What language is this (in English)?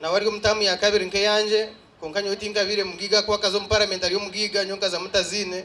Nyankole